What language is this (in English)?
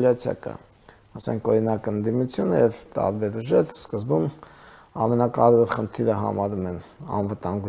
Armenian